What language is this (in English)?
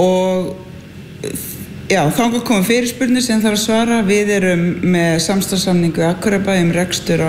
Icelandic